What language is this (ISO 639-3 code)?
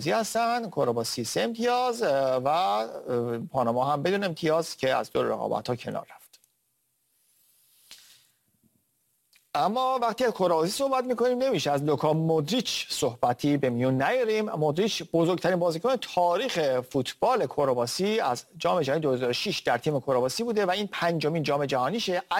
fas